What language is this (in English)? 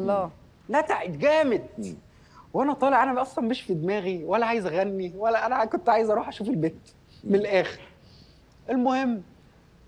Egyptian Arabic